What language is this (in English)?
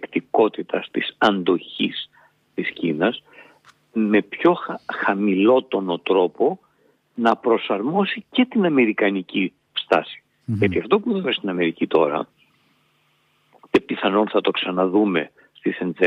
Greek